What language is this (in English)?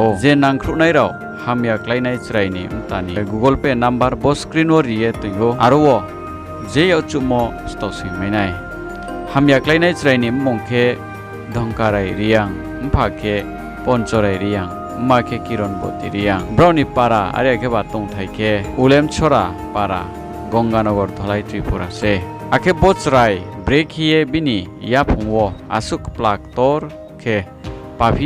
Riang (India)